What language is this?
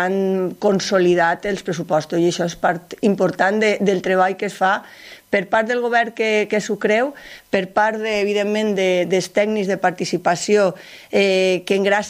Catalan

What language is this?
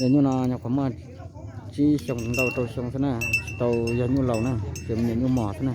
Hmong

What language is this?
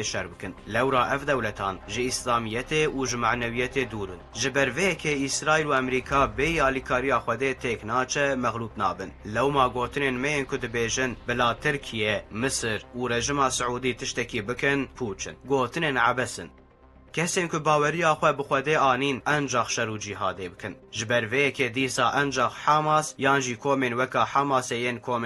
Kurdish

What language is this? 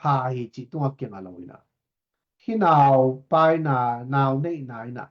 Tedim Chin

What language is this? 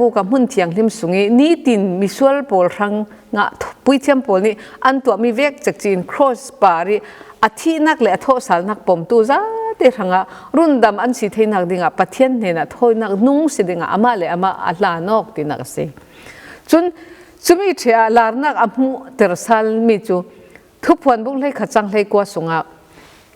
Falam Chin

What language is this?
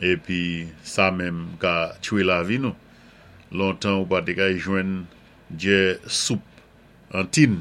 Saint Lucian Creole French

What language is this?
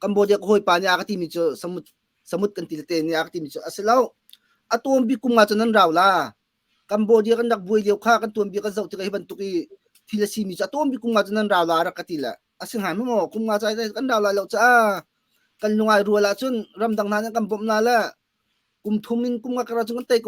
Hakha Chin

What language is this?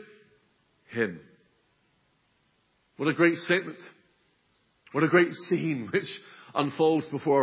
English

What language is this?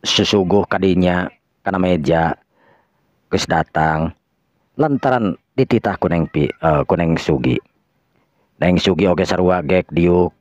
Sundanese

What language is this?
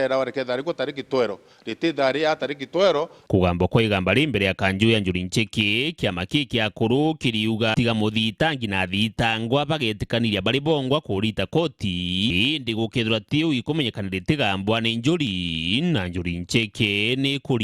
Meru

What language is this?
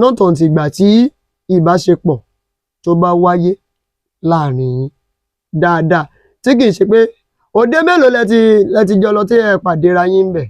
Yoruba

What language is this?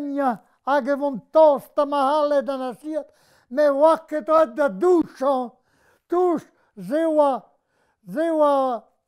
Breton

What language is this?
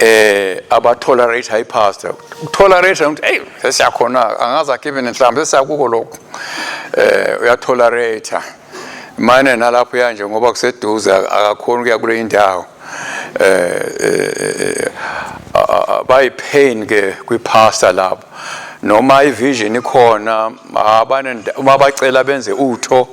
Swati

